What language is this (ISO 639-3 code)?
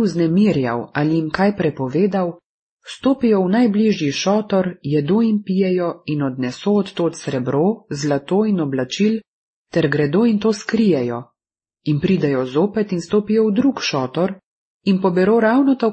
slv